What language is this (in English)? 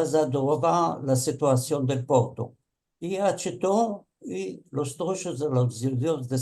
Ladino